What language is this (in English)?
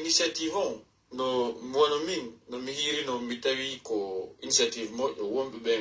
Pular